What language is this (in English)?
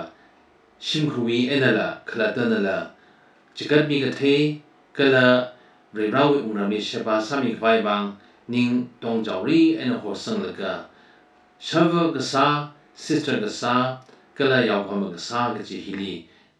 Tangkhul Naga (India)